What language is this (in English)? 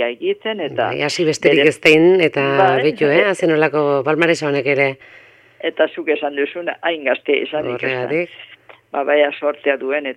Basque